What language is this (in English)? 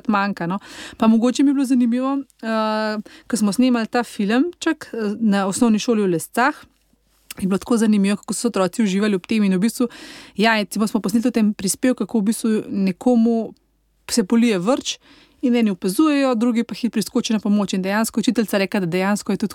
Slovenian